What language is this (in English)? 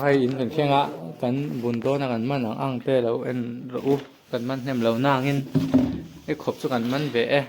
Mizo